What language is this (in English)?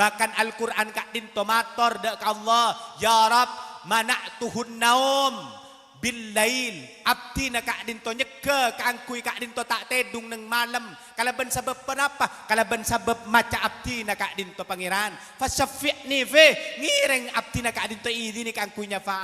Madurese